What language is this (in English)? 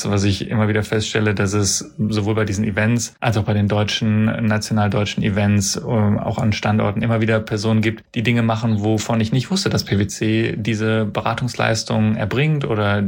German